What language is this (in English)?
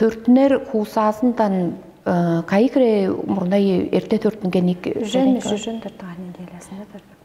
Tuvinian